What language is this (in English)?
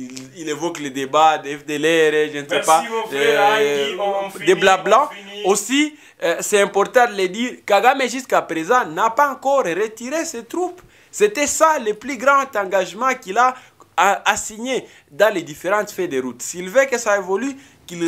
French